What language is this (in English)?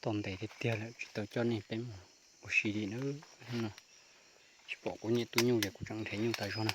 Hmong